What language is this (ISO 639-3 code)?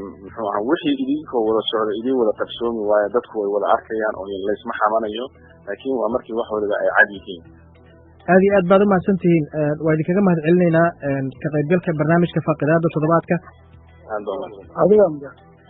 som